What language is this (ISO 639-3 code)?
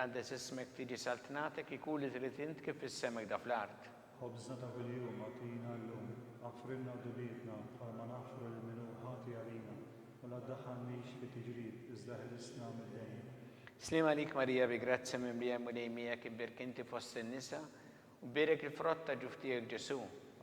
mlt